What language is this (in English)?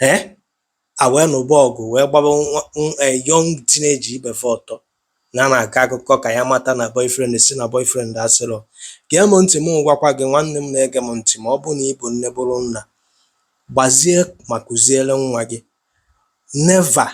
Igbo